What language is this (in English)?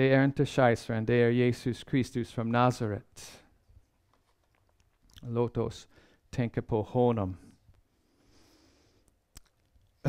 Swedish